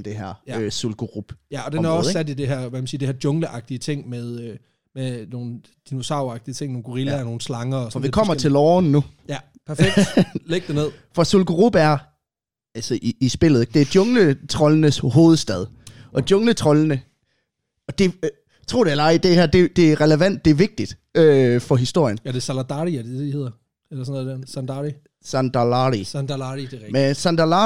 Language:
Danish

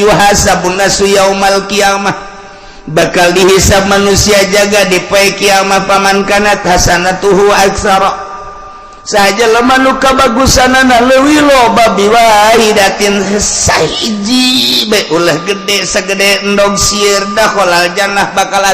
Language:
Sundanese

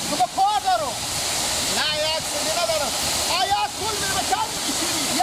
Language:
Persian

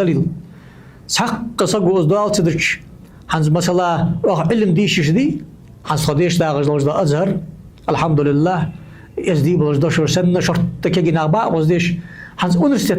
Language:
Ingush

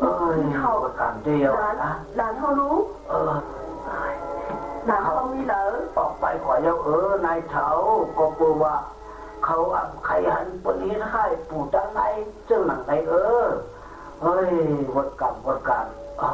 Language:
Shan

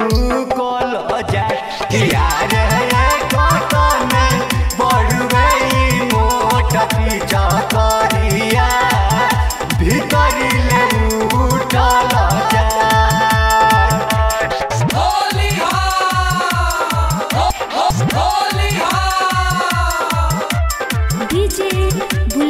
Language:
Bhojpuri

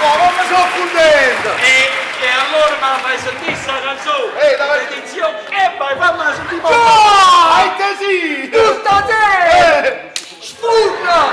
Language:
Neapolitan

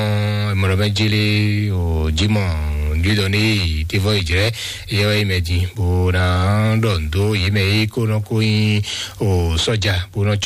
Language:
Fon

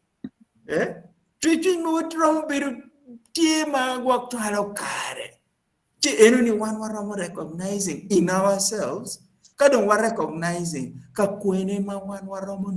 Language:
Acoli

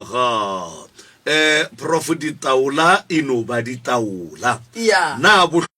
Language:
Northern Sotho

